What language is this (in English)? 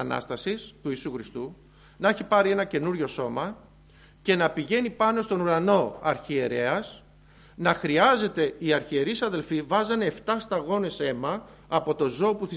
Greek